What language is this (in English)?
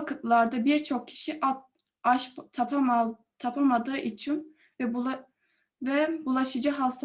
Crimean Tatar